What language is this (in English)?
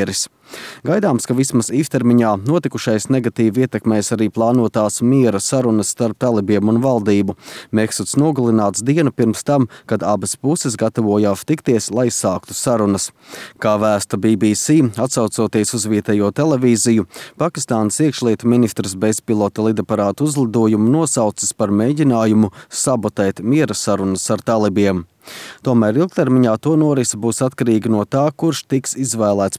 Latvian